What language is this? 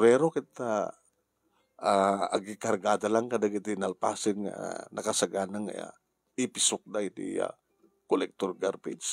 Iloko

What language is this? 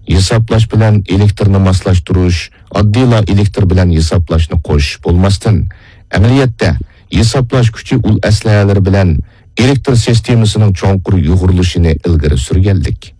Uyghur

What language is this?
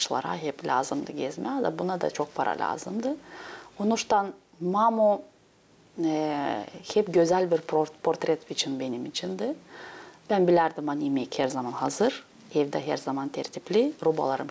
Gagauz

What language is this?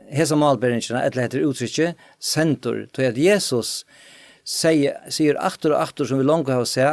Faroese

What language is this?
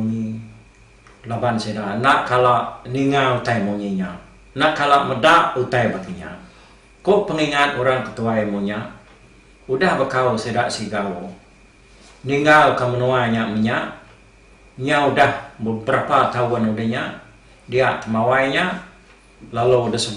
Iban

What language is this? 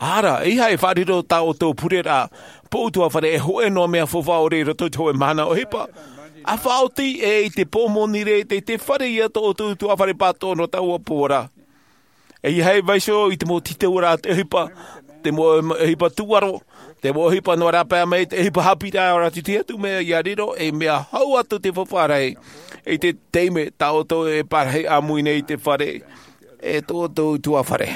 Tahitian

